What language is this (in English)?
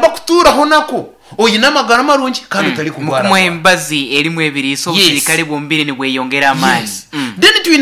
Nyankole